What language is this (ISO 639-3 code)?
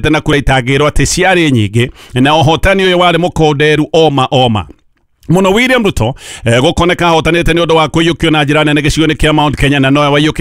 kik